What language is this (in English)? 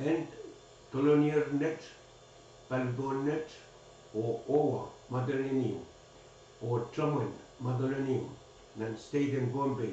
Pohnpeian